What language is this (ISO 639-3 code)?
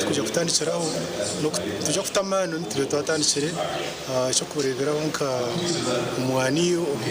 nyn